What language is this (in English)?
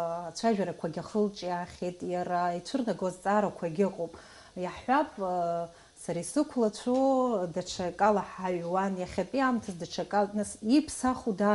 Abkhazian